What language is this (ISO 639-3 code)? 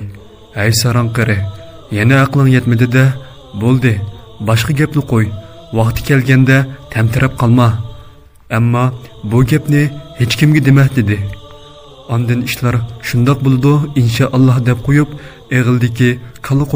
uig